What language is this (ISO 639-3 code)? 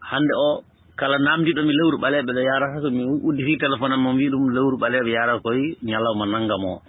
ful